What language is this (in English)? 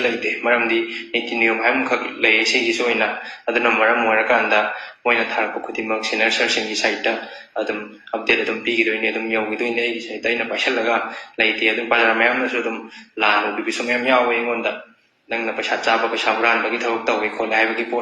Manipuri